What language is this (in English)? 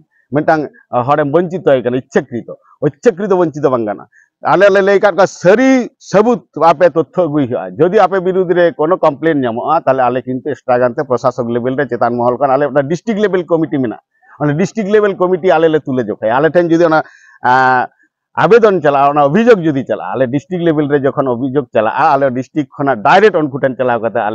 Santali